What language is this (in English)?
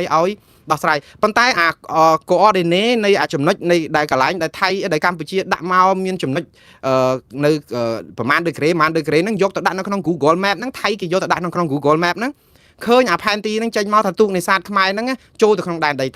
Khmer